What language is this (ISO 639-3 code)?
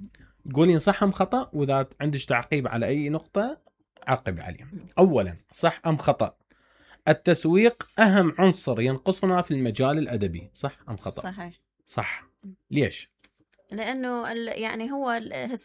acm